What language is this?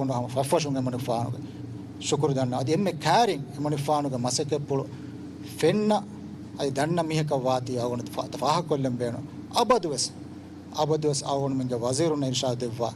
Divehi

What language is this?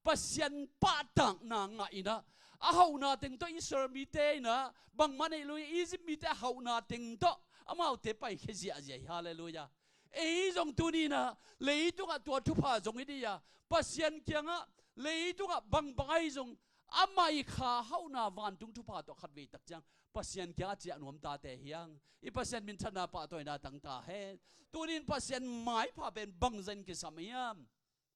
Tedim Chin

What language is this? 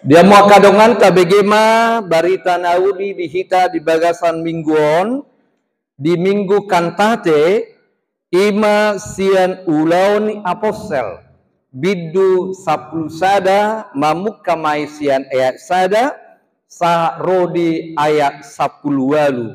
Batak Toba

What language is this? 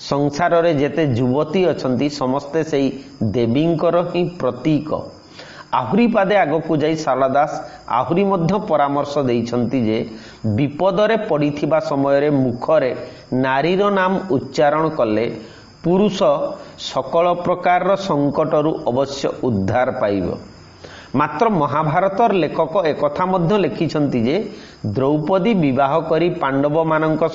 Odia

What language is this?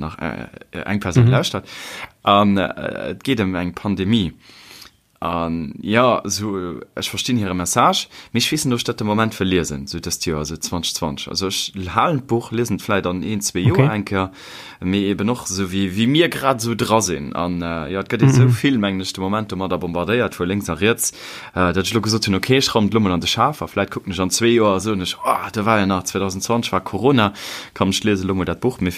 Luxembourgish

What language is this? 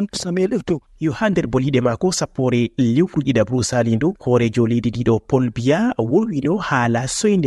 Fula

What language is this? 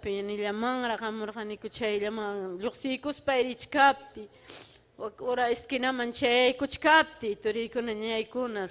Ayacucho Quechua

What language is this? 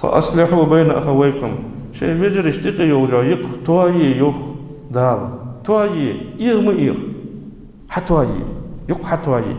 Ingush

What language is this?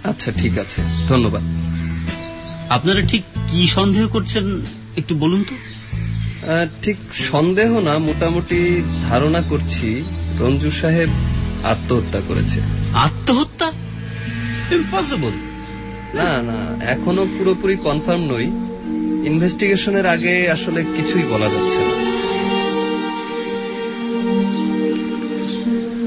Bangla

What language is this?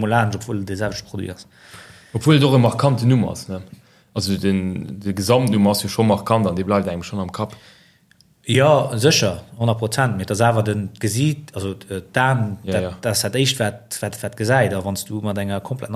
Luxembourgish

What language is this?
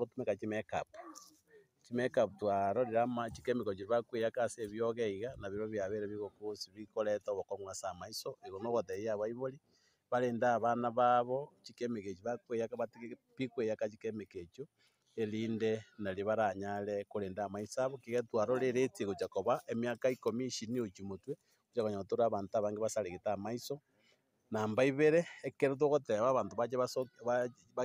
Gusii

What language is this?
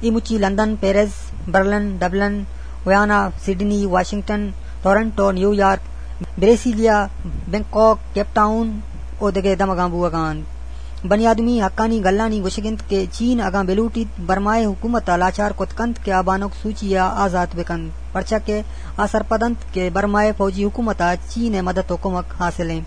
Eastern Balochi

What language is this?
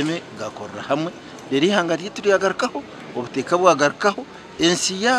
Nyankole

